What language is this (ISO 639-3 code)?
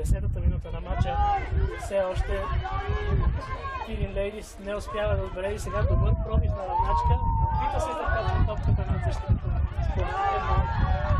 bul